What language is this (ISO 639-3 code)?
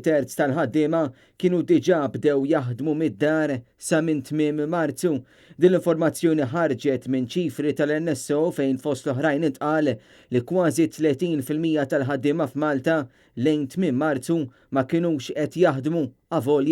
mlt